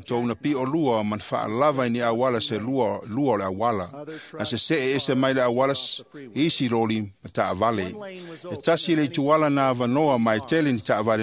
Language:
Samoan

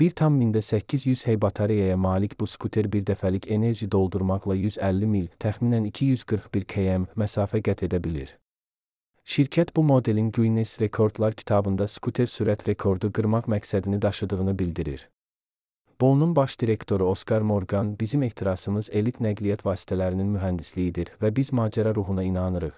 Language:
Azerbaijani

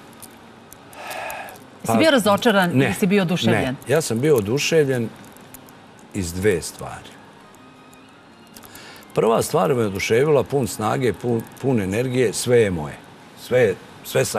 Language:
Serbian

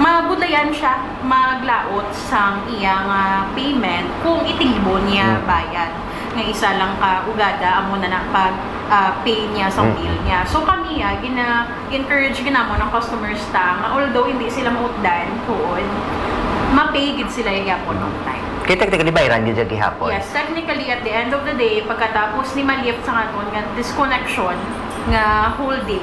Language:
Hiligaynon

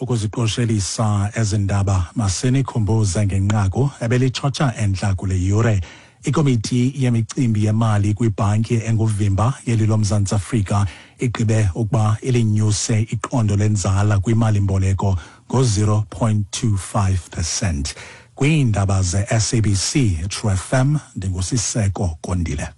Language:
Xhosa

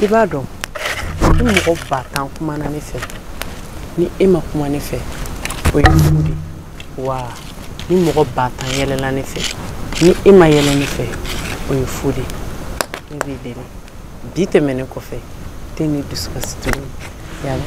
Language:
Bambara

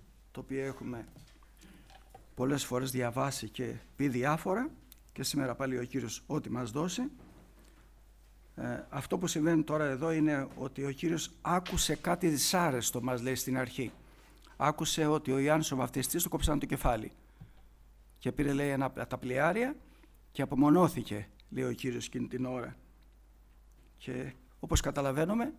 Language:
Greek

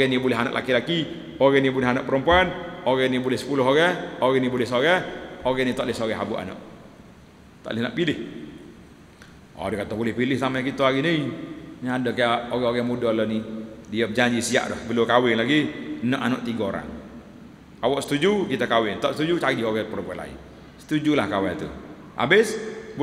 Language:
Malay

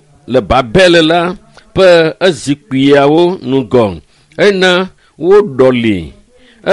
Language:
Ewe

